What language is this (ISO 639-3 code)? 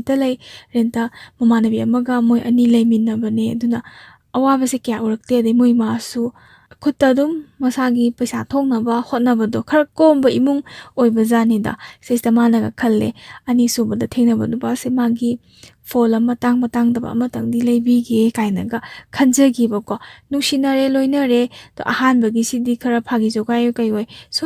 mni